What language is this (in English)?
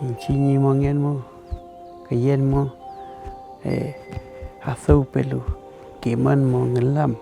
Mapuche